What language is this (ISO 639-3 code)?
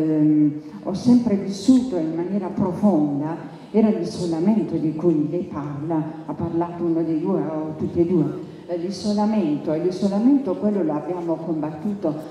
ita